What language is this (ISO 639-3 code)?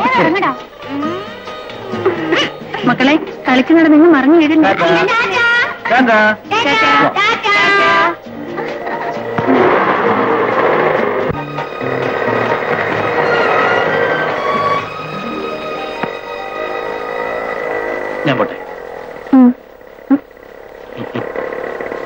mal